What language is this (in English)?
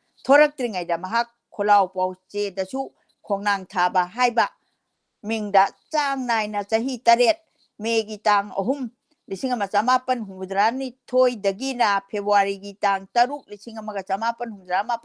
Manipuri